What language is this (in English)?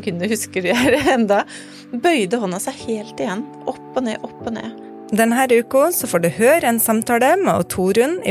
Norwegian